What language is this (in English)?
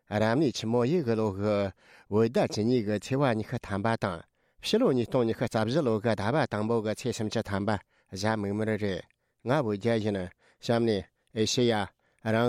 Tibetan